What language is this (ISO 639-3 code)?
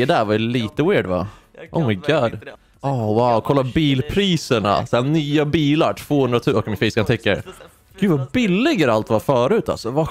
swe